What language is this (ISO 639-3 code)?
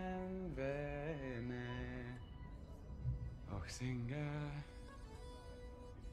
nor